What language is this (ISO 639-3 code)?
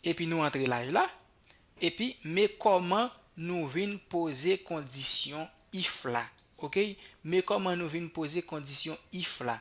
hat